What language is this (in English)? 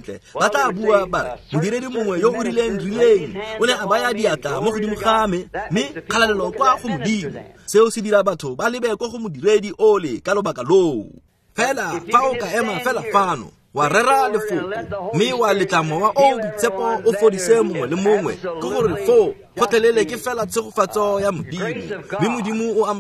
Tswana